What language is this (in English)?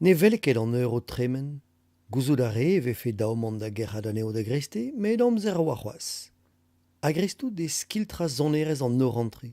Breton